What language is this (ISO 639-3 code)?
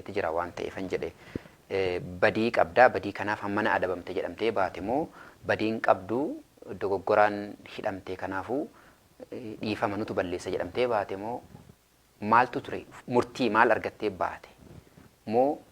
orm